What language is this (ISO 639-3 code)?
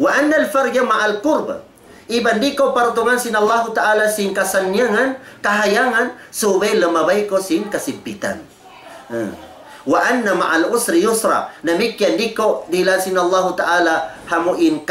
tsg